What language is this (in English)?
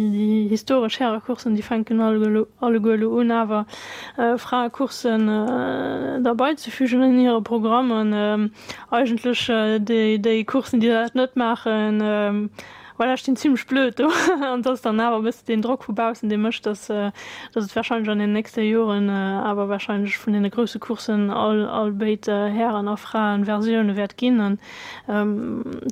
Luxembourgish